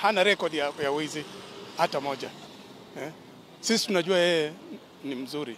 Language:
Swahili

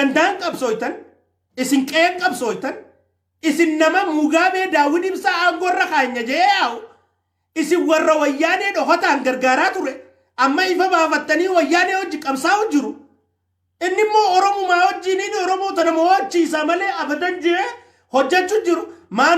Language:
Oromo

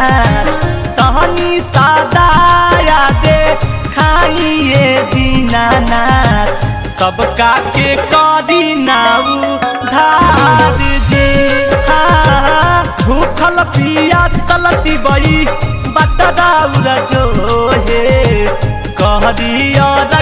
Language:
Magahi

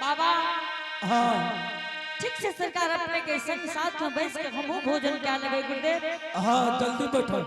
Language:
Angika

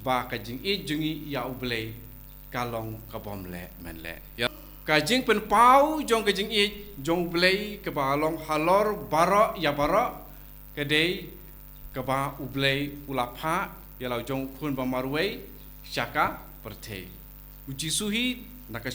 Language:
Khasi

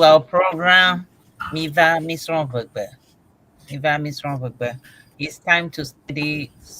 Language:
Ewe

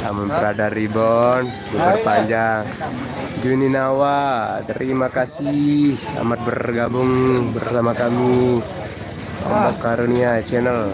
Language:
Sasak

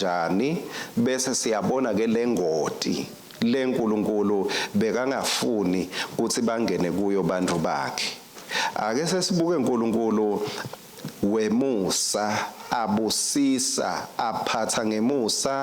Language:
Swati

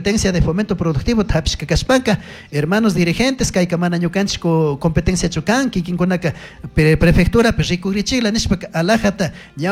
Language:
Chimborazo Highland Quichua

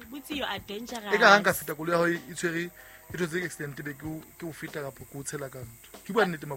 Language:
Southern Sotho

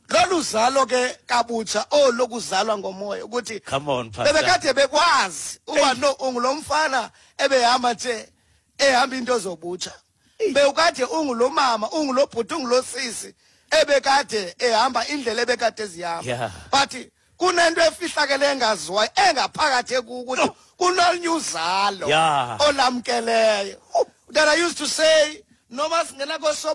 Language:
Xhosa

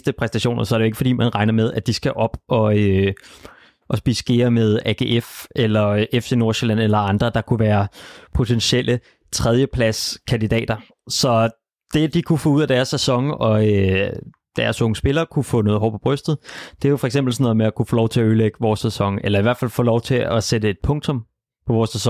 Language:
Danish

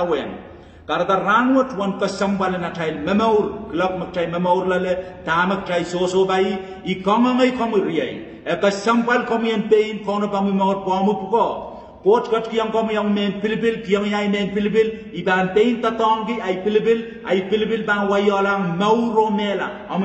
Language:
Pohnpeian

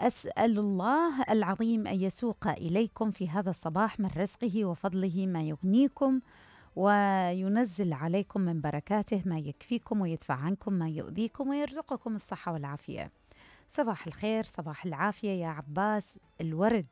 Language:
Mesopotamian Arabic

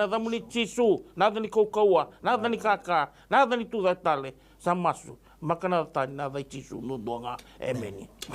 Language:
Fijian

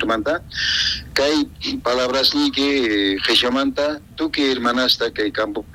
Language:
South Bolivian Quechua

